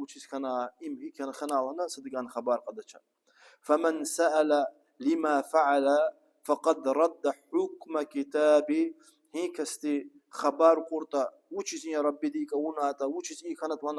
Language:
Lezghian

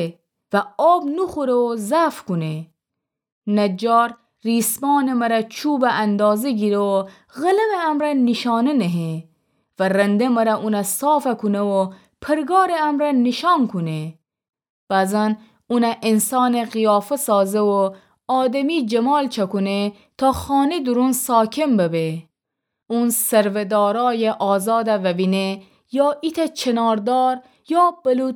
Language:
Gilaki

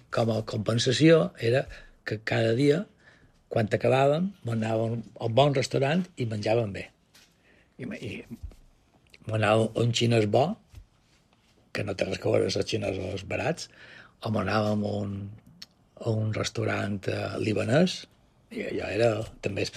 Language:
Catalan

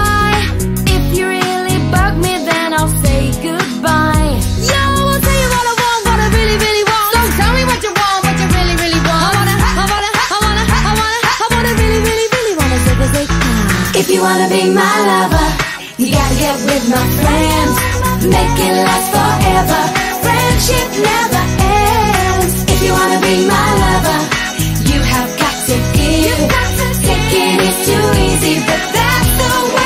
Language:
English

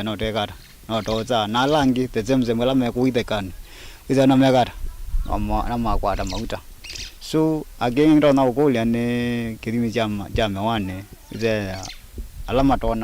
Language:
Kamba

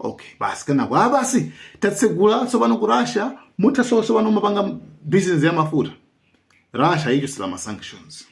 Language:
Nyanja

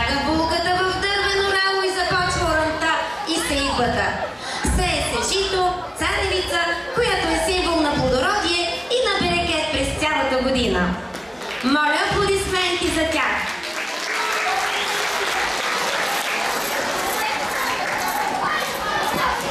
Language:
Bulgarian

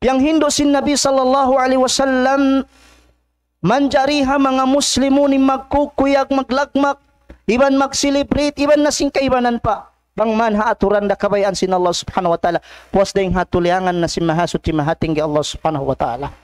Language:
Tausug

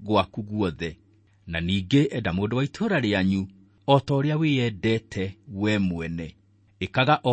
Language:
Kikuyu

